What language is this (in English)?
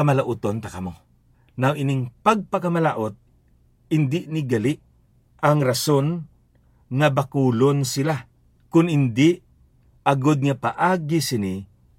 Hiligaynon